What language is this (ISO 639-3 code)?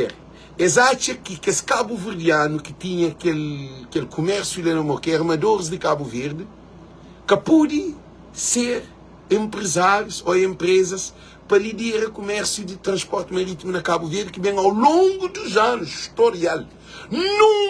kea